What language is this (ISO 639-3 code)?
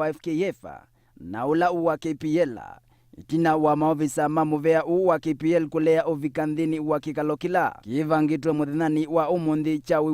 kam